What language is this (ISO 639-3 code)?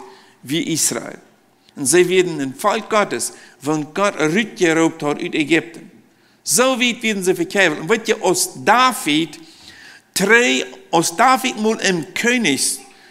pdt